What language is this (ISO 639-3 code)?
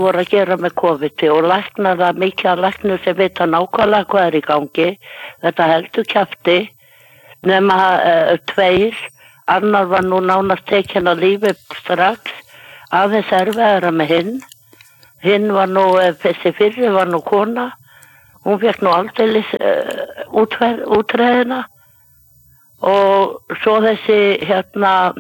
isl